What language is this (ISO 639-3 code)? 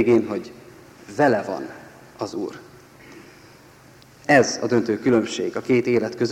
hun